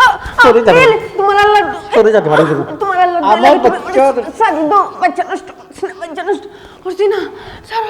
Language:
Sylheti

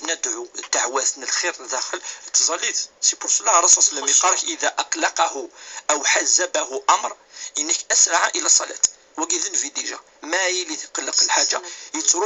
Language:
Kabyle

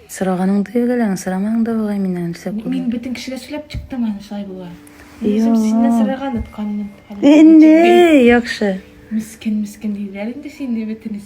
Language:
Tatar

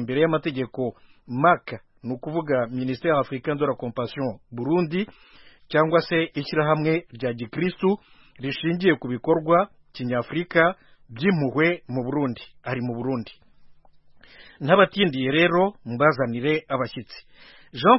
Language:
Kinyarwanda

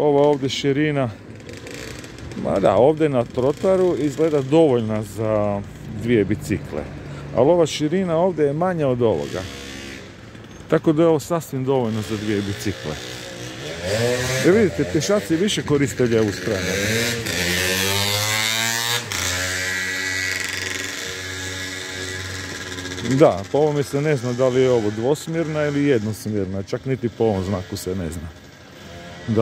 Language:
Croatian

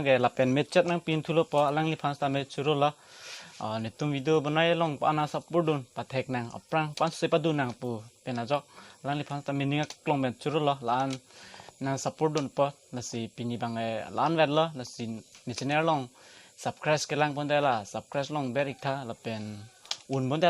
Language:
Karbi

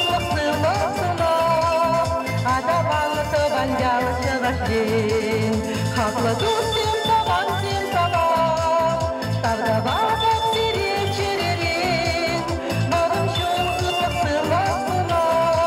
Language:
Chuvash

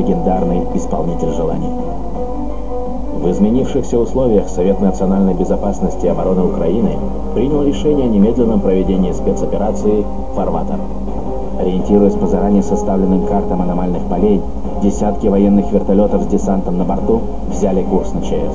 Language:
Russian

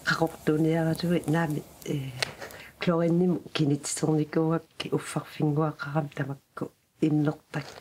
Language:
Kalaallisut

